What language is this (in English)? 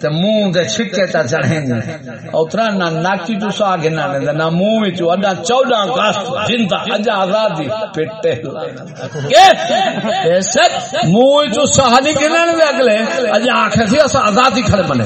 Saraiki